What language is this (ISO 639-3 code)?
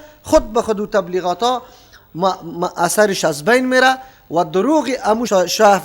fas